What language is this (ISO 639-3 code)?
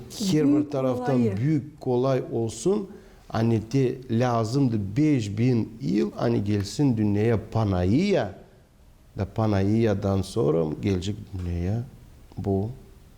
gag